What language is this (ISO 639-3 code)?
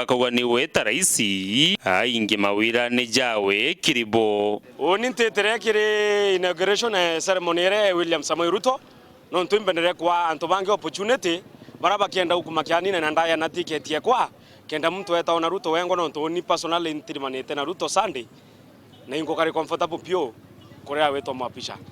mer